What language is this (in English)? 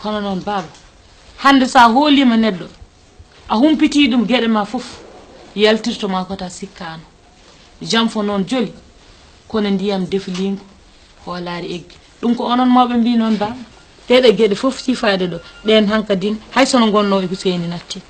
Fula